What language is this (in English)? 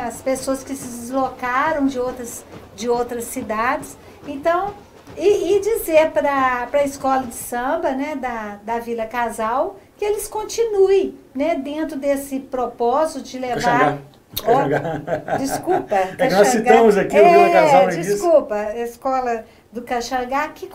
Portuguese